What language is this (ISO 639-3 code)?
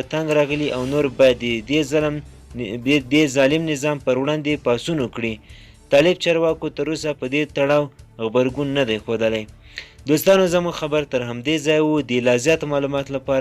pus